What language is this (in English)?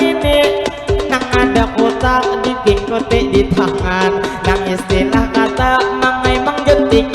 Banjar